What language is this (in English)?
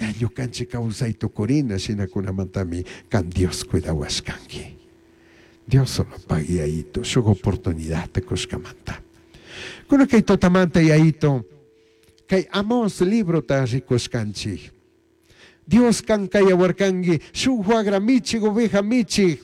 Chimborazo Highland Quichua